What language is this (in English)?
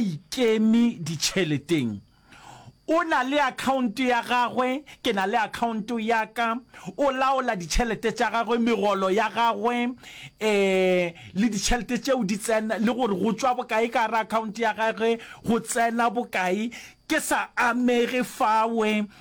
Northern Sotho